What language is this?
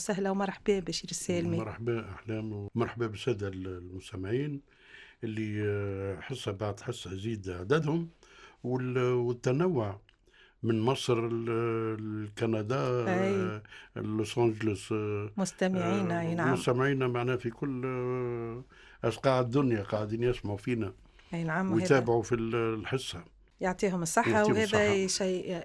Tunisian Arabic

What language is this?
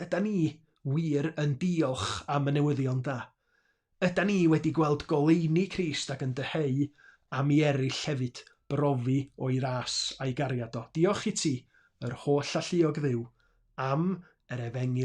Welsh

